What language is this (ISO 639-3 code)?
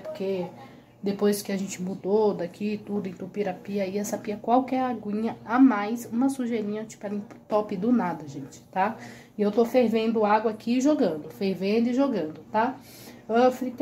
por